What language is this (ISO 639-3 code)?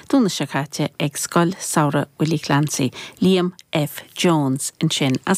gle